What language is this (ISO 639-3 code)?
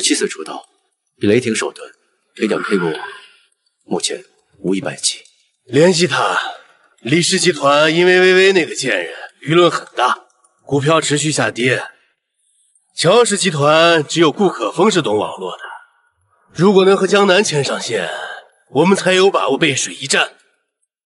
zho